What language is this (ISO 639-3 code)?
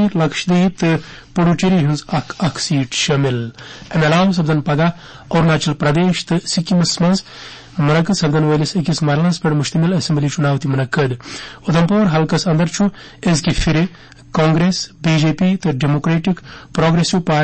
kas